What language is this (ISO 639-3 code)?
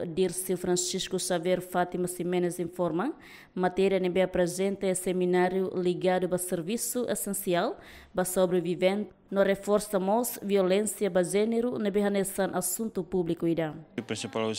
tet